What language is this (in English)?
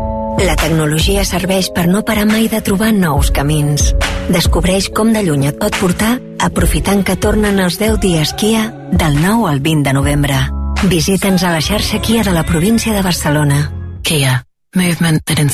Catalan